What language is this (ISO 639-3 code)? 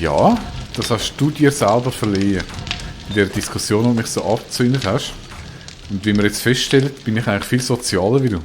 gsw